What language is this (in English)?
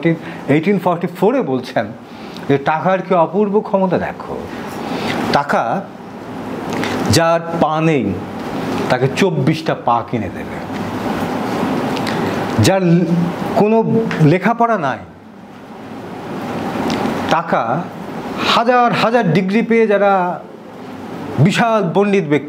Bangla